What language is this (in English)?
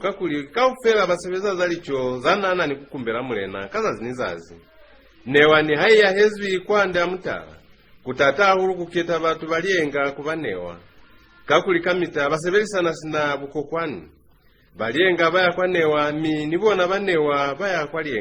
Lozi